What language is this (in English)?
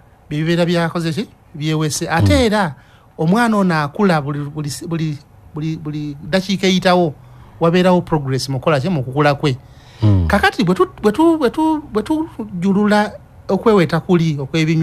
Ganda